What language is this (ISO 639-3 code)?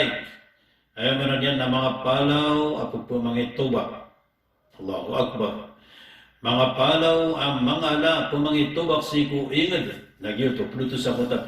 mrw